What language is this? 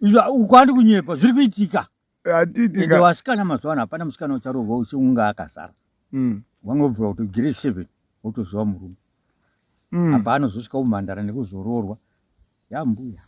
Shona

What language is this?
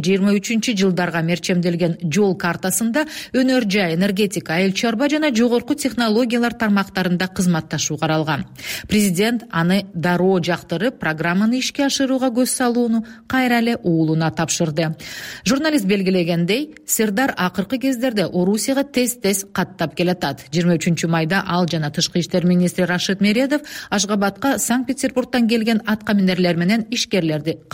Kyrgyz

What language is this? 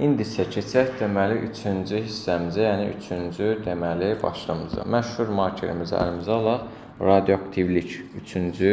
Azerbaijani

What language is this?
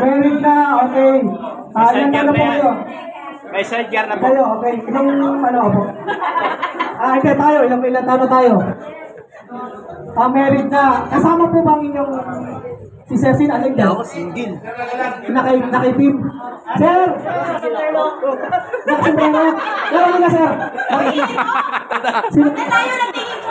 Filipino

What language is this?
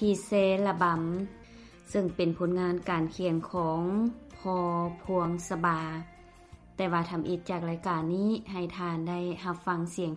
Lao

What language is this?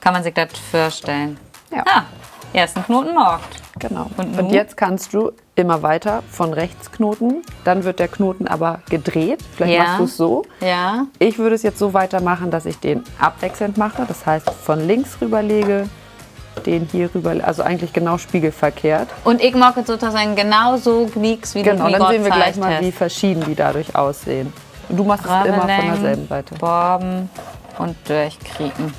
Low German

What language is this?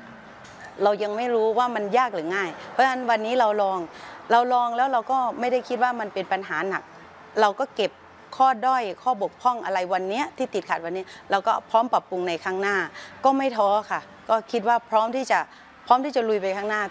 Thai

